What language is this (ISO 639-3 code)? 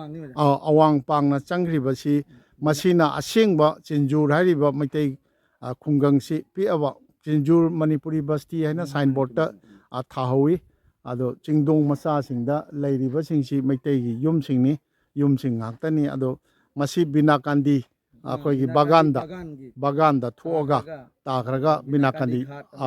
mni